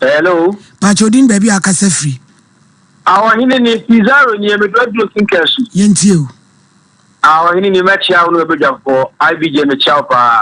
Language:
Akan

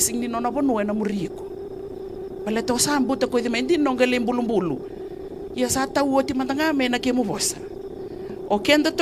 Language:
Fijian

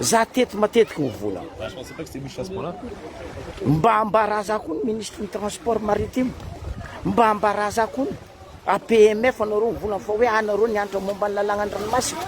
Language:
Malagasy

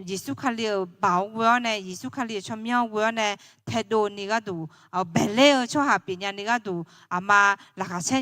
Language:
Akha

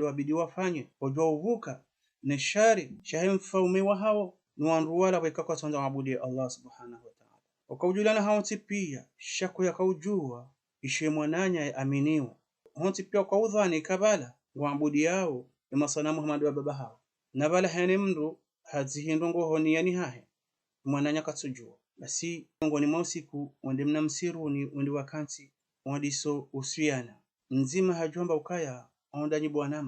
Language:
Ngazidja Comorian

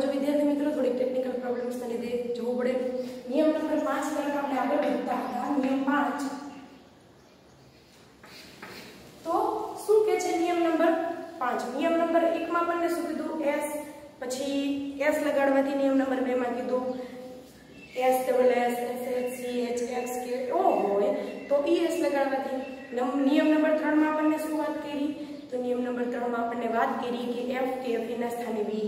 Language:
Gujarati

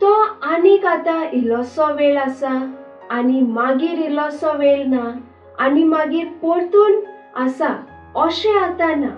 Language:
Konkani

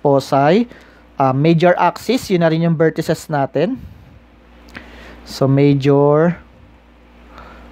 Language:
Filipino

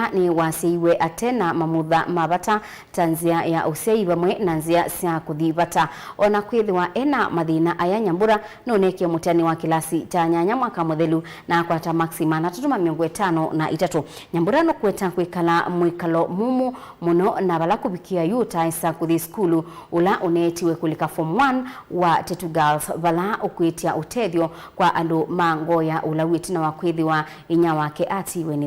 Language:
Kamba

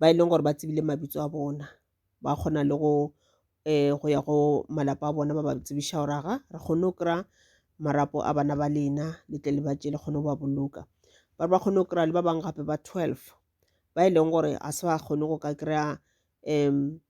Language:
Northern Sotho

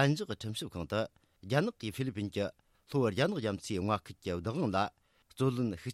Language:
Tibetan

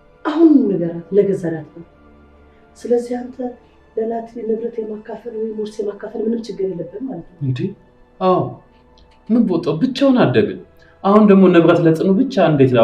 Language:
Amharic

